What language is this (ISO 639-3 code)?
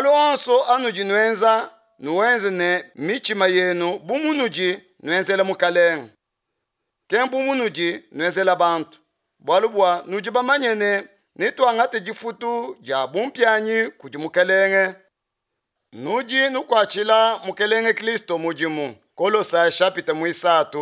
lua